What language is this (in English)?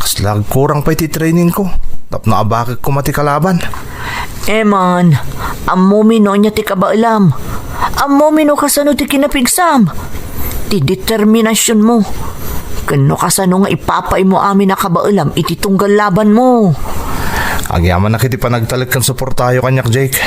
Iloko